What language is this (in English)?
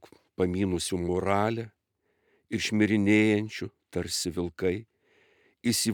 Lithuanian